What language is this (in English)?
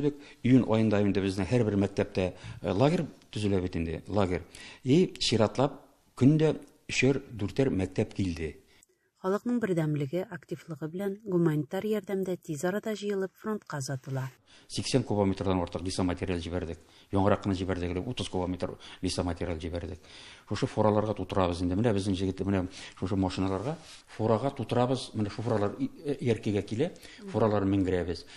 Tatar